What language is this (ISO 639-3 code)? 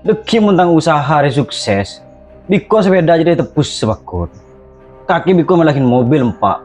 mad